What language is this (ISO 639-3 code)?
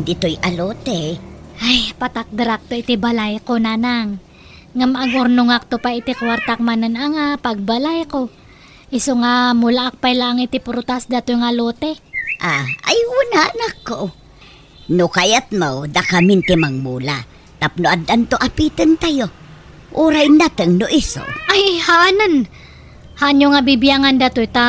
ilo